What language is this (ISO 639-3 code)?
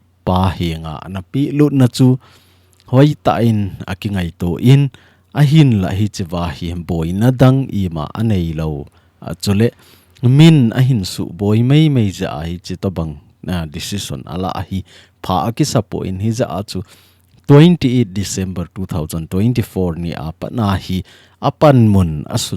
tcz